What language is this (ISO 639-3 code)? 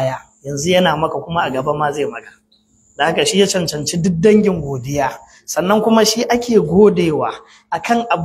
hau